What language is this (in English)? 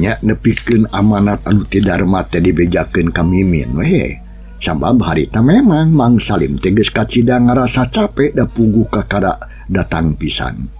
Sundanese